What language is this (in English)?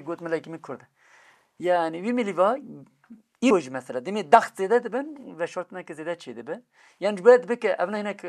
Kurdish